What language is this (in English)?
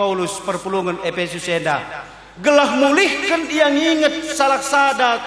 Batak Karo